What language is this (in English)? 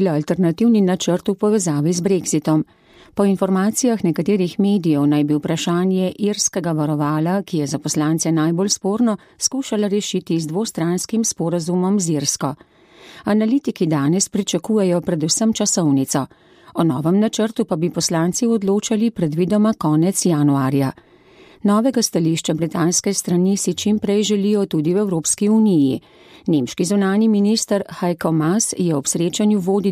Slovenian